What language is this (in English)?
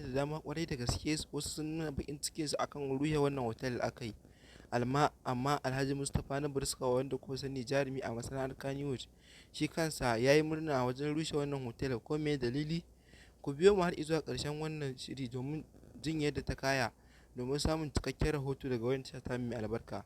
Hausa